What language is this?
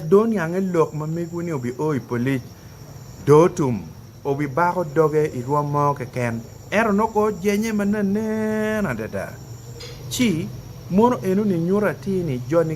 Acoli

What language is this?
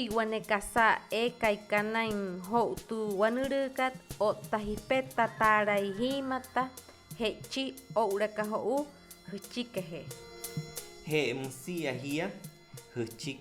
Wayuu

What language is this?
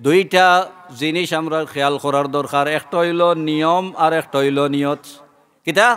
Sylheti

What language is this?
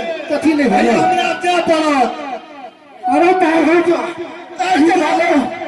Maithili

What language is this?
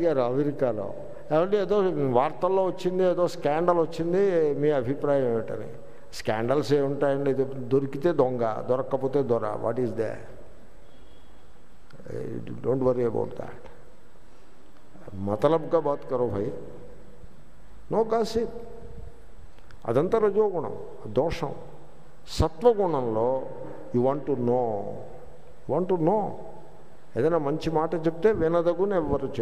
Telugu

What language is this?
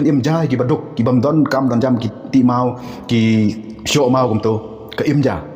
Khasi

